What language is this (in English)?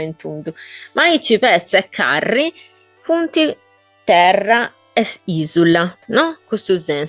Sardinian